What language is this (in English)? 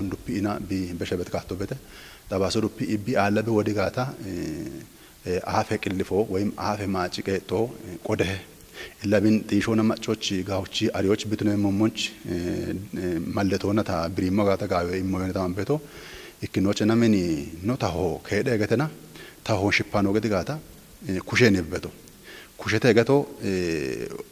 Kafa